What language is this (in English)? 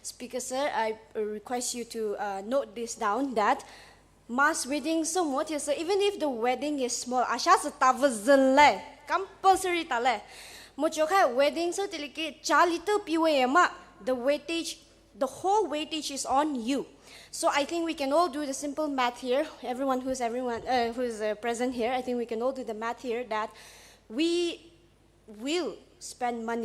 Poumei Naga